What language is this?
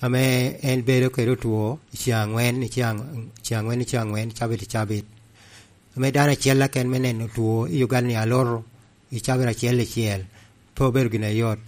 Lango (Uganda)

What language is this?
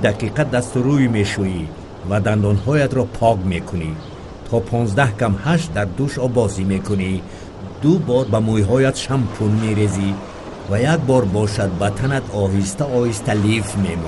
Tajik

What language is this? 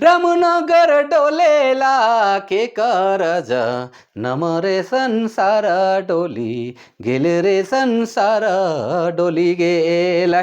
Sadri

